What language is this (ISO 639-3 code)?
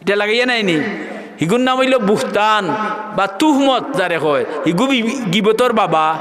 syl